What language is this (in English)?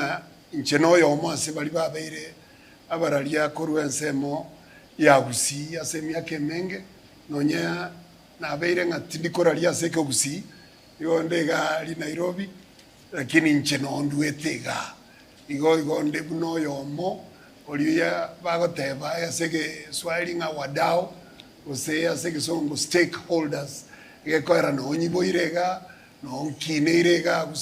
Gusii